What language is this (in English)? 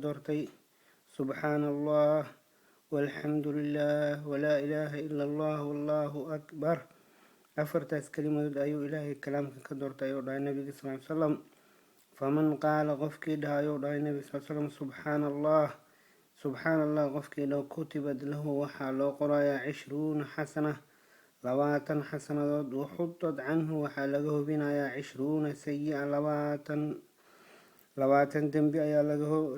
Somali